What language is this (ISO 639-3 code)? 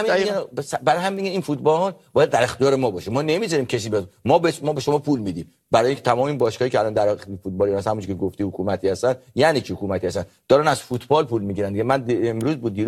fas